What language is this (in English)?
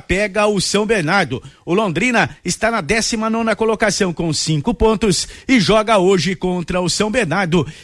Portuguese